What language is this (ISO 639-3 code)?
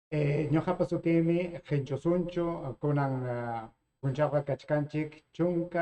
quy